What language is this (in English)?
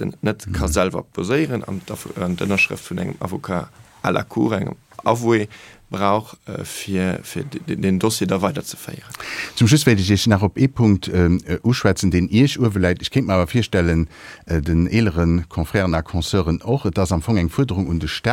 Luxembourgish